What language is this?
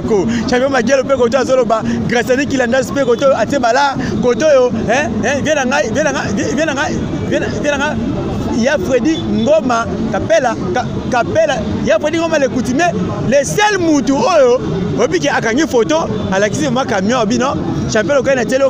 Lingala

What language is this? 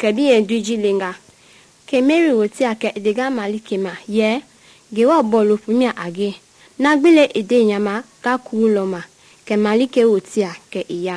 Mende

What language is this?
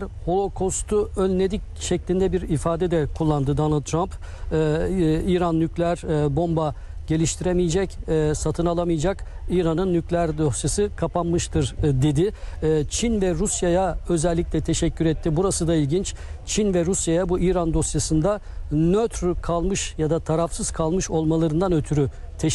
Turkish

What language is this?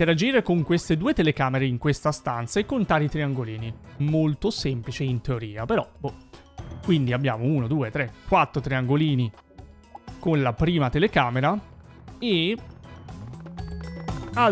Italian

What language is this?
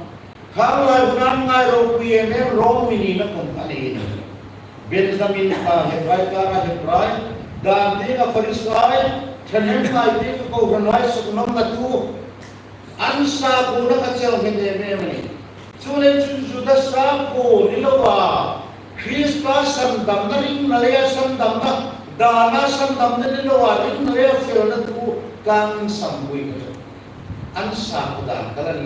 Hmar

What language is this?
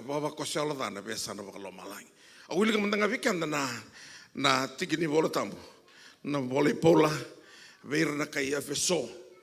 Fijian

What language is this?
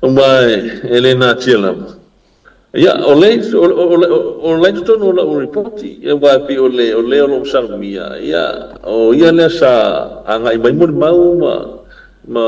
Samoan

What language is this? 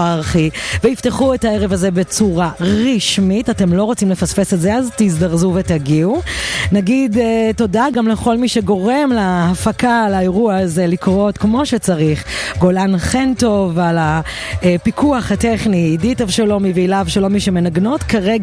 Hebrew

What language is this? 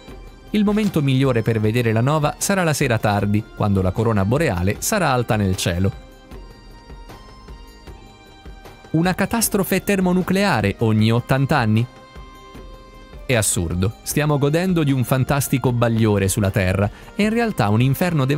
Italian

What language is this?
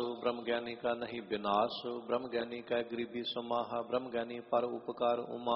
Punjabi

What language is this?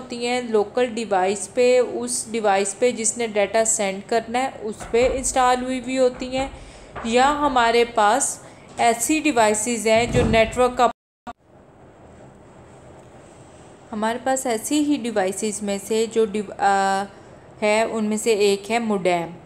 Hindi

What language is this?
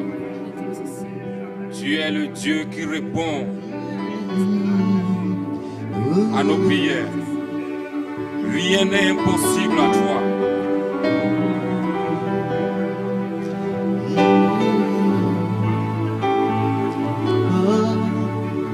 French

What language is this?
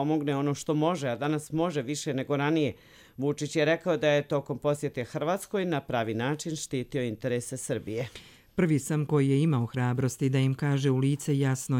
Bosnian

